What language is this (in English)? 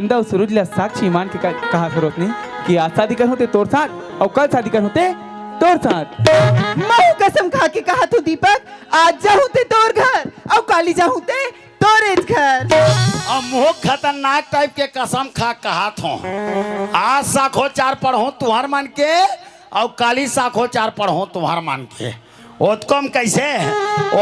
Chhattisgarhi